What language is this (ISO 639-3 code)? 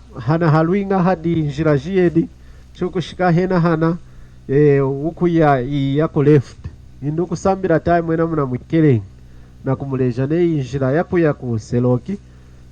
lun